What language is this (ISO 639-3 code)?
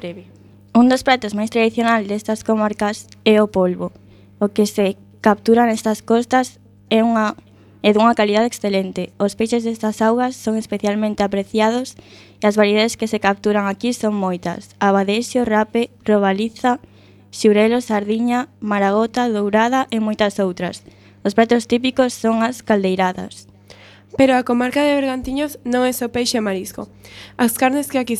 glg